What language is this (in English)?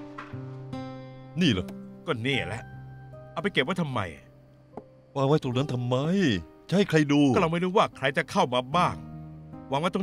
Thai